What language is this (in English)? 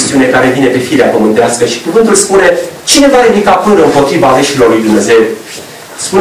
Romanian